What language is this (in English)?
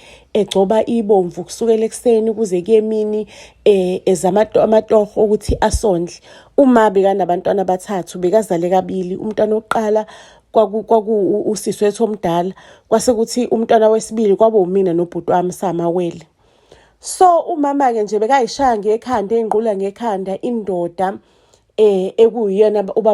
Zulu